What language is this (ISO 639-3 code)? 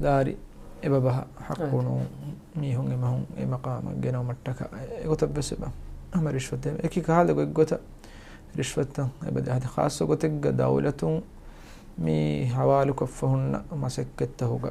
div